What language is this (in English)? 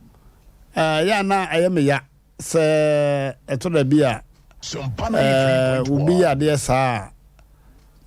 Akan